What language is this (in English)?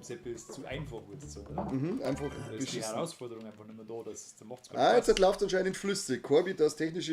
Bavarian